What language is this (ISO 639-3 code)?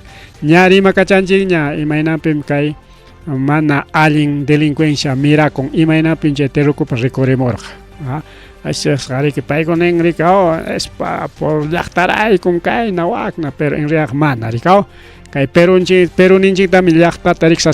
quy